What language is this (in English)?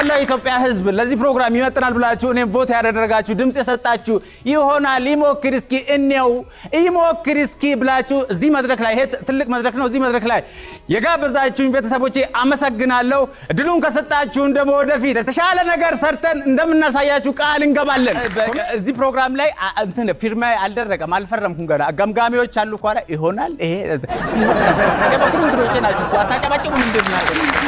Amharic